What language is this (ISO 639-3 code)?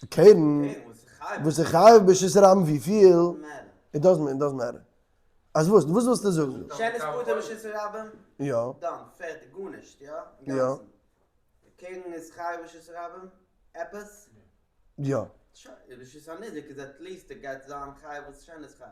yid